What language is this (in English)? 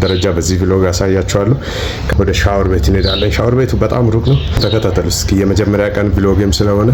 Amharic